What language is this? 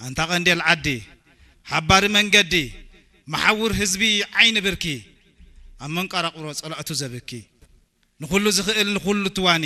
Tigrinya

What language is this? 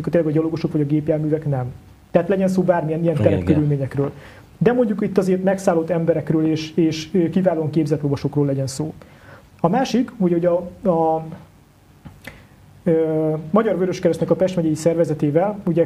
Hungarian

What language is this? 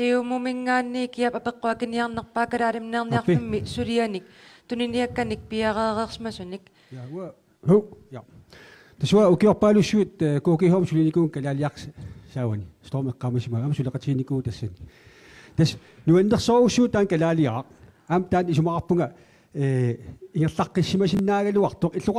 Kalaallisut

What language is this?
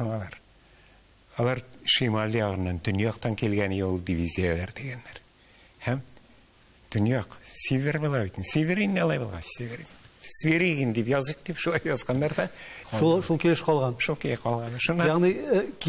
Tatar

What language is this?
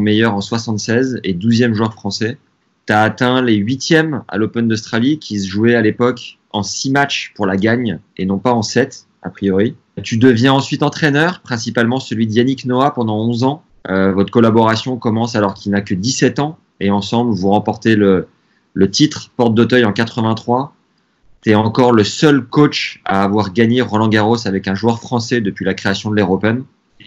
French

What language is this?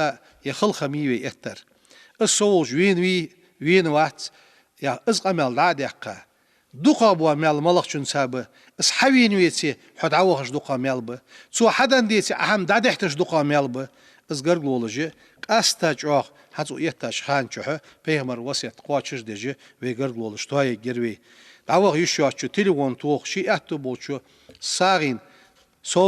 Ingush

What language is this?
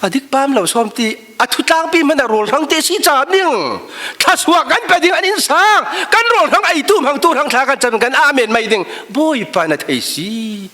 Falam Chin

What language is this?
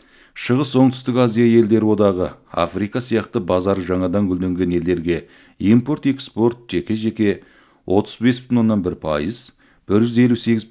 Kazakh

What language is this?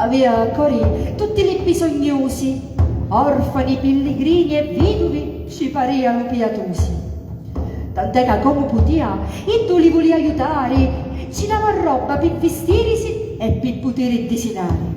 Sicilian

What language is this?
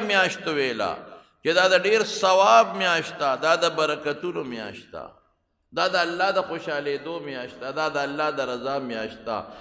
Pashto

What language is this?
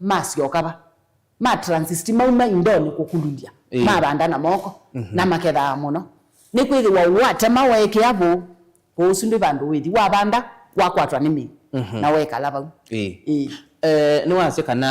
Kamba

